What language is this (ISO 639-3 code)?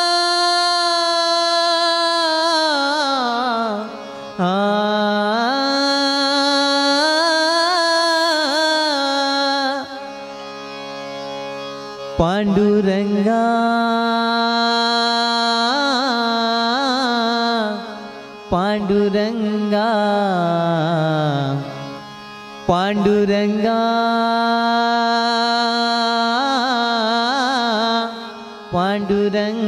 mar